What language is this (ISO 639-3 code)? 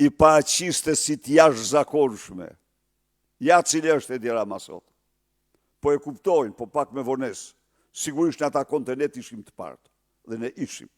sqi